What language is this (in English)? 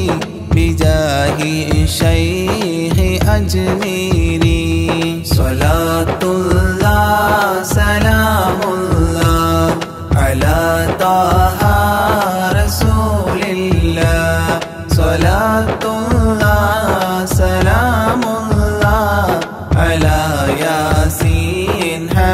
Malayalam